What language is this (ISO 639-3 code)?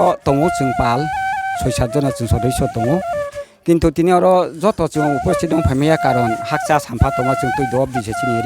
ria